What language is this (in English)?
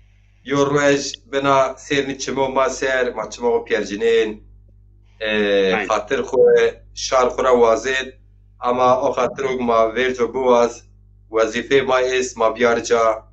Zaza